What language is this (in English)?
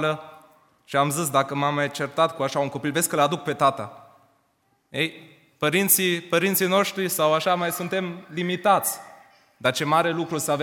Romanian